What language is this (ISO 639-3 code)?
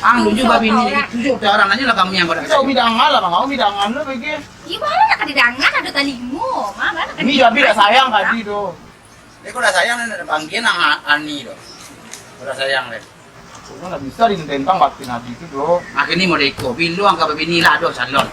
min